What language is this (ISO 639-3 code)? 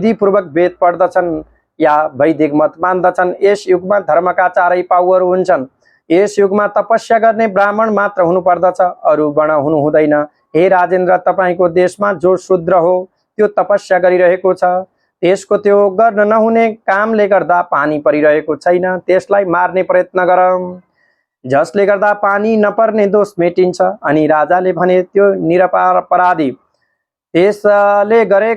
nep